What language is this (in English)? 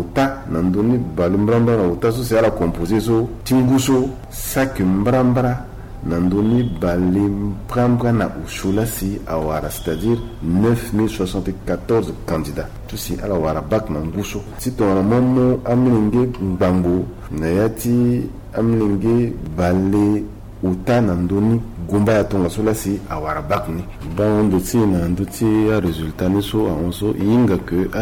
Sango